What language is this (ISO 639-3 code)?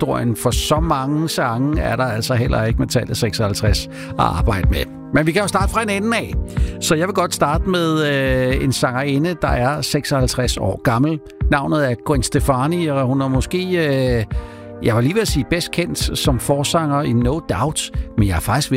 dan